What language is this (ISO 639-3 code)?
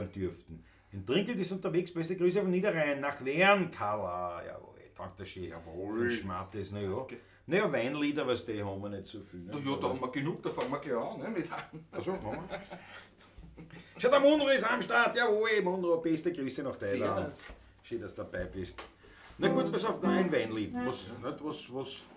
bar